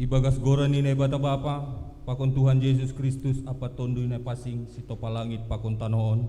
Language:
Batak Simalungun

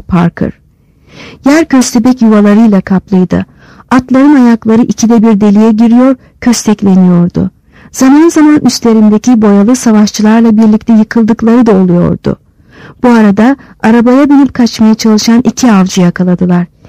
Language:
Turkish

